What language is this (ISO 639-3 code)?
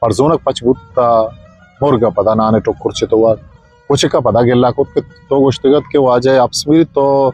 bgp